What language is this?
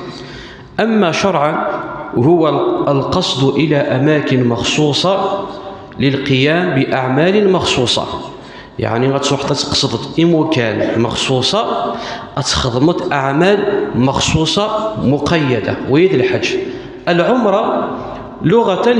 Kabyle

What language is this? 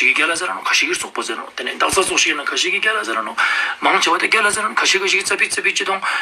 Ladakhi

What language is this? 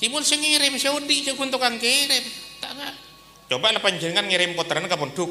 Madurese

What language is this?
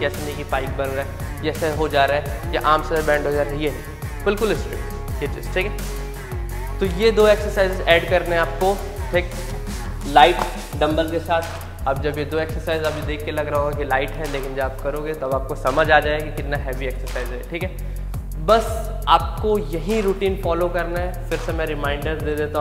Hindi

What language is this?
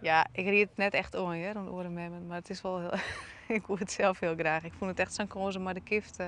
Western Frisian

